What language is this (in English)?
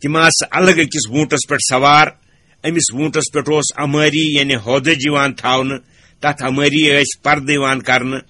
Kashmiri